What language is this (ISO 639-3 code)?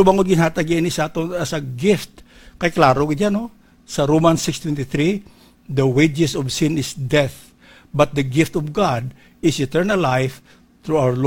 hil